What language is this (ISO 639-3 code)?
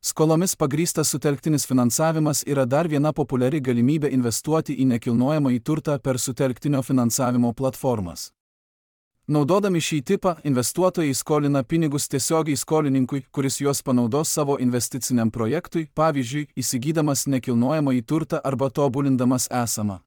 lit